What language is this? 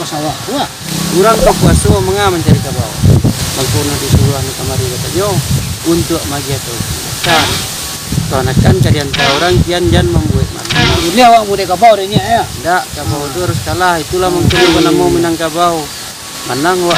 Minangkabau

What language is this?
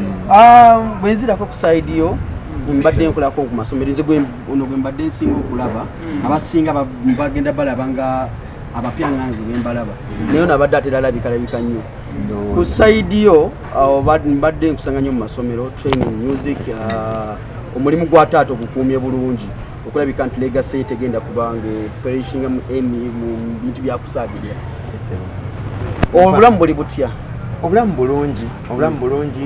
Ganda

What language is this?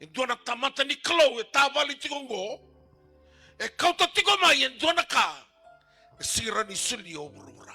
Fijian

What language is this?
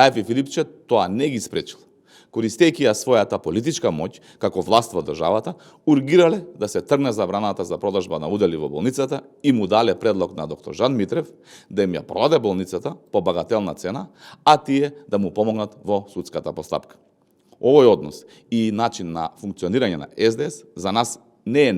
Macedonian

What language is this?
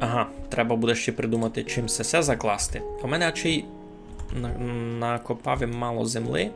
Rusyn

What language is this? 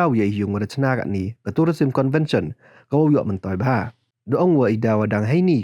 Pnar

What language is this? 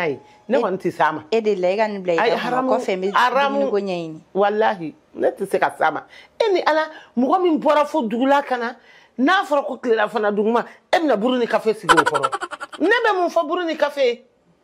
Bambara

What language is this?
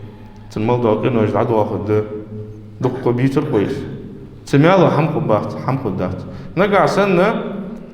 Ingush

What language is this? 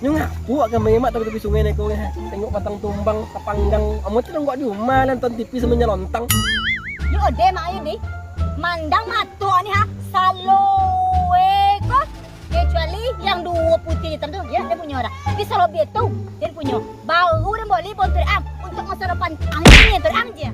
Minangkabau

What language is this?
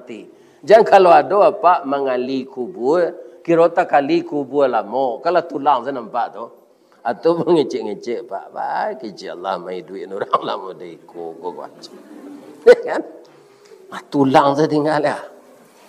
Minangkabau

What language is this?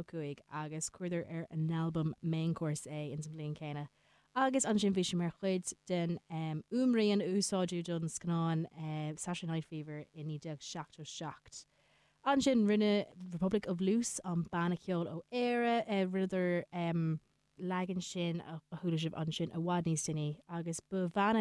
Irish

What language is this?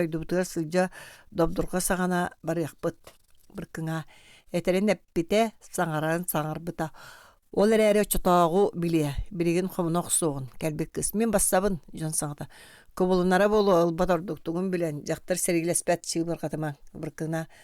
Yakut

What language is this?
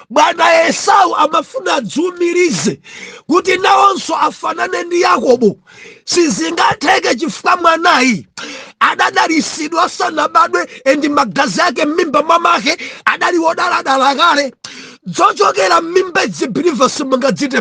Nyanja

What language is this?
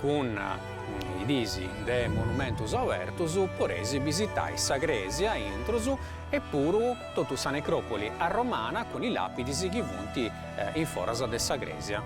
Sardinian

